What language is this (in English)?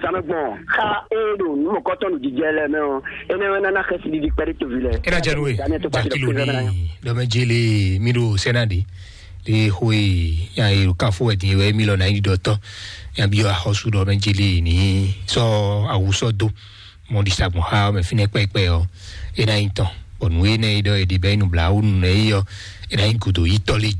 Fon